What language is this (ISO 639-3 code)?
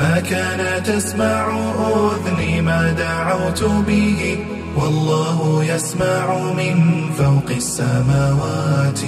dar